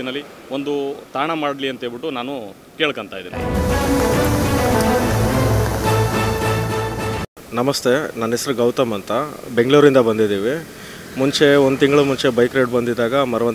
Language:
Kannada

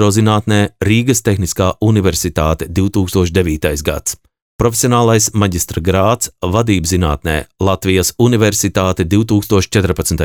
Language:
Latvian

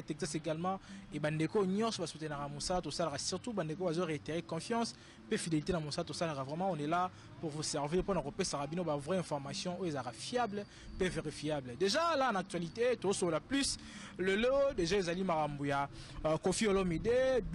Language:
Lingala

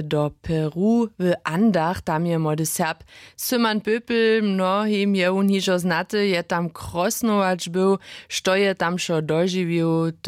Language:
Upper Sorbian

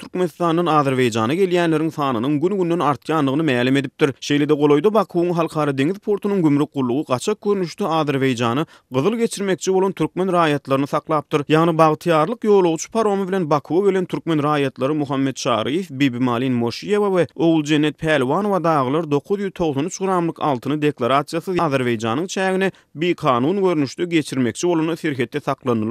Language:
Turkmen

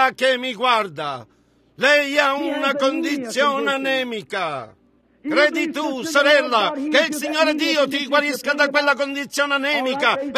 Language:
Italian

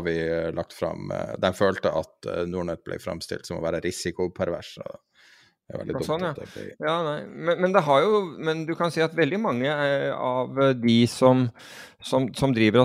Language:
Norwegian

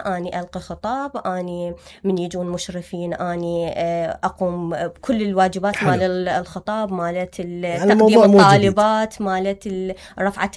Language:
Mesopotamian Arabic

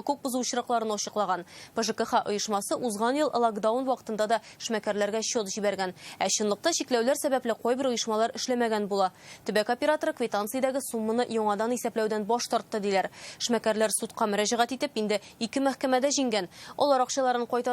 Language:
Tatar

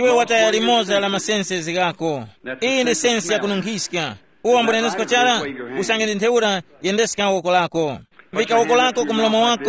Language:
Tumbuka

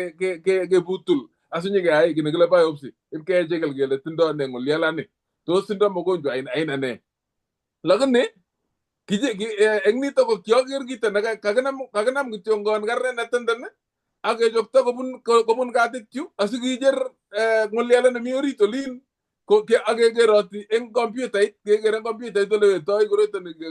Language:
Kalenjin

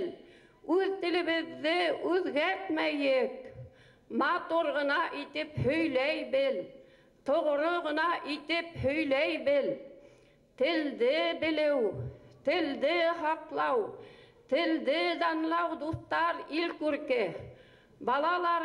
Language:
Bashkir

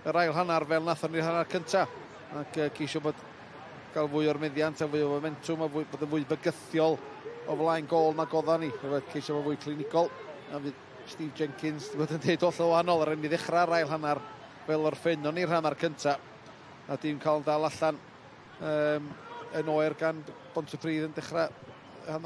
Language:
Welsh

